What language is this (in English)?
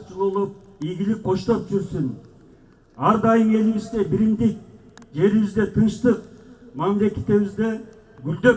Kyrgyz